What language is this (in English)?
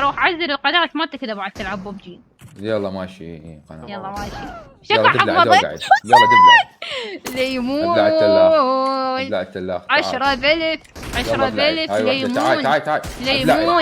Mesopotamian Arabic